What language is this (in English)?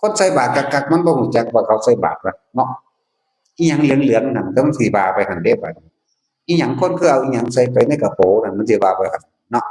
Northeastern Thai